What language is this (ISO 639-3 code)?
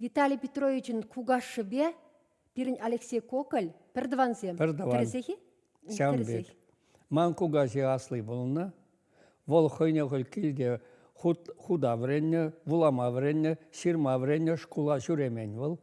chv